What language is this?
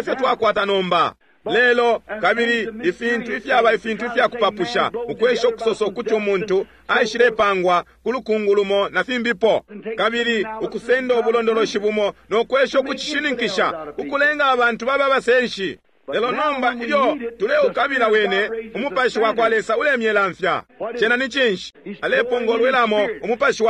Bemba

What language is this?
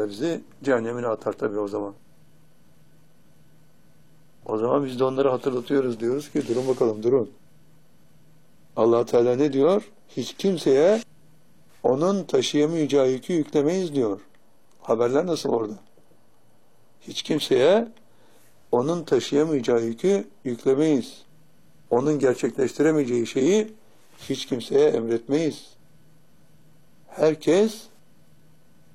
Turkish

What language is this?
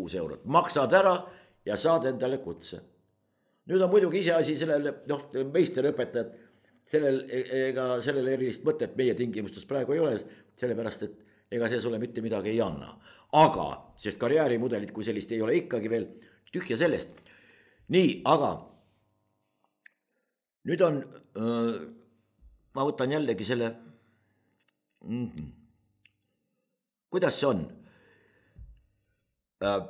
Estonian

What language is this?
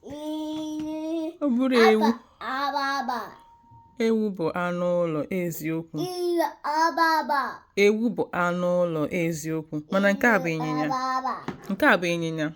Igbo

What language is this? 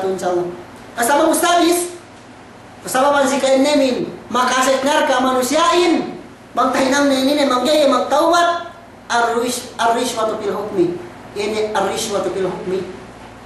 Yakan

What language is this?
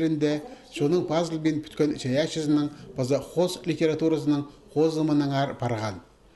Khakas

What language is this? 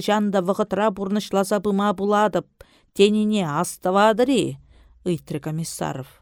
Chuvash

